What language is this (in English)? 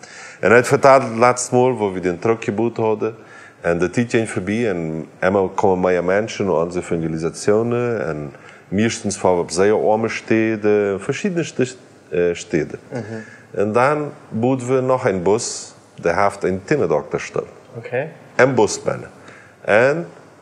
Plautdietsch